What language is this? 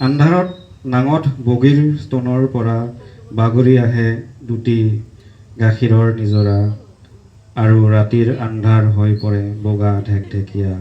Assamese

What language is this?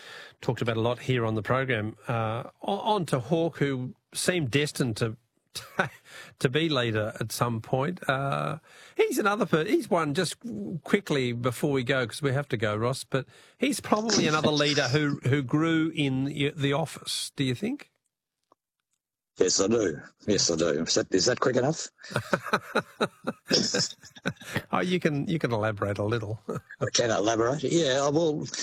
English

